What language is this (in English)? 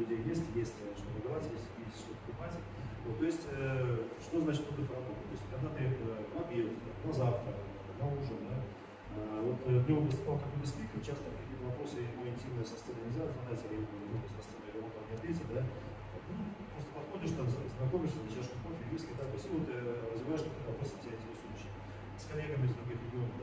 Russian